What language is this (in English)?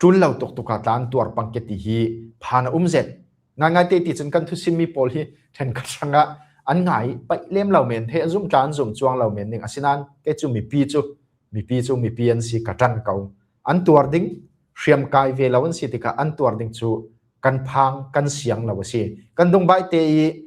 Falam Chin